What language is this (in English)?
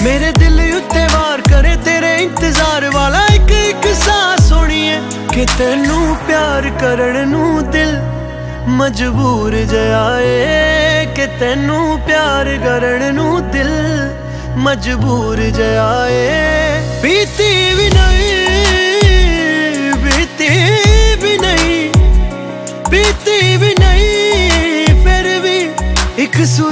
Punjabi